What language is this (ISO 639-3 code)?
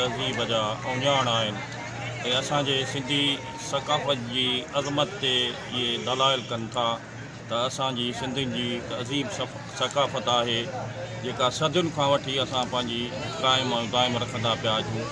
snd